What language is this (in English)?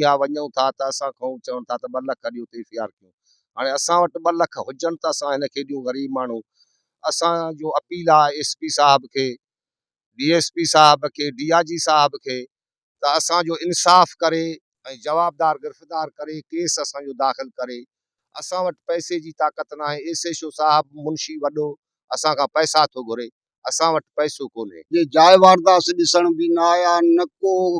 Sindhi